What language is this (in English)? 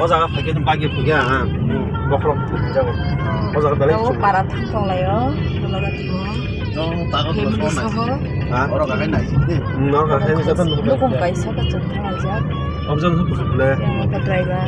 Kok Borok